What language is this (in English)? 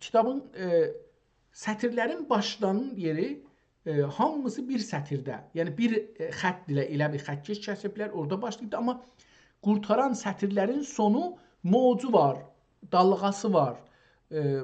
South Azerbaijani